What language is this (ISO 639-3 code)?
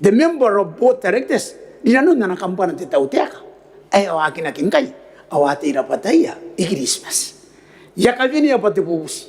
gil